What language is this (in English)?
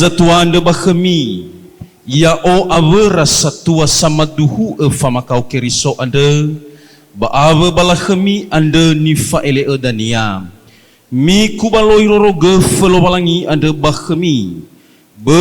Nias